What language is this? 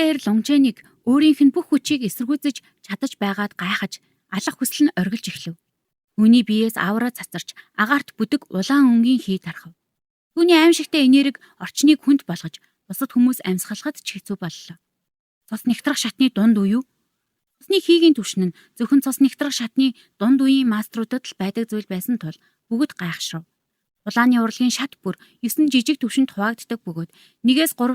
Mongolian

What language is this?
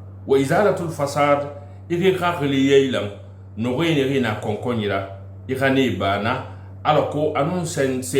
Susu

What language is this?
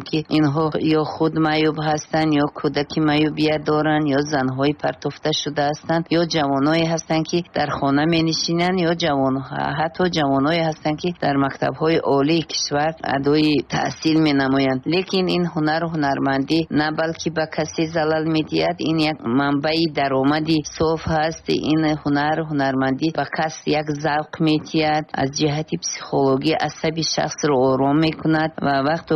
Tajik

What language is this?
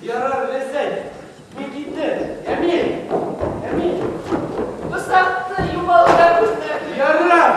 Bashkir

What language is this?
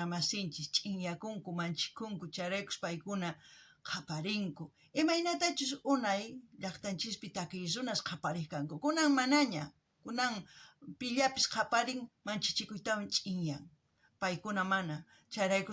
South Bolivian Quechua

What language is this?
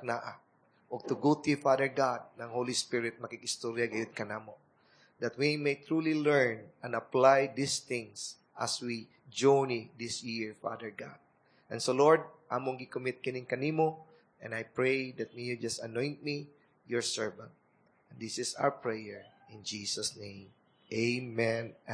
Cebuano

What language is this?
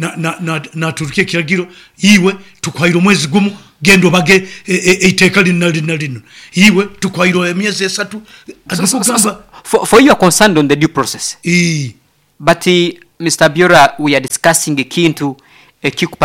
Nyoro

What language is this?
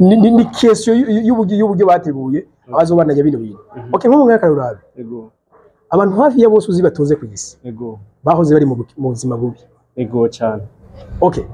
Rundi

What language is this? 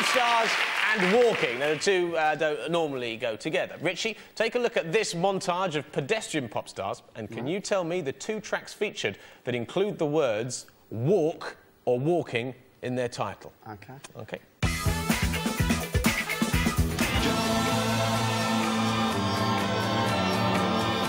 English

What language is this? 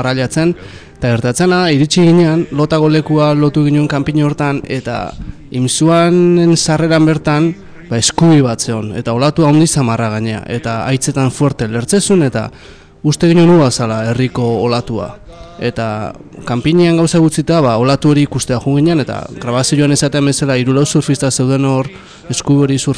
Basque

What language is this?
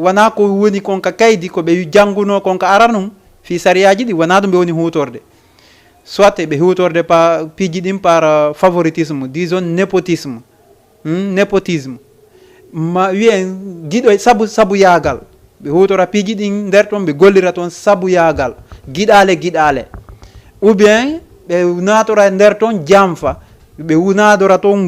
Fula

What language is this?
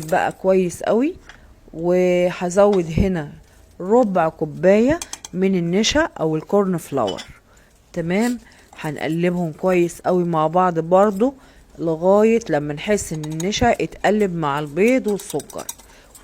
Egyptian Arabic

